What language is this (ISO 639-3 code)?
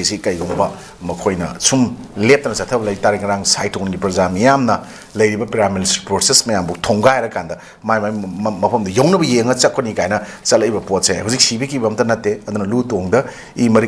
mni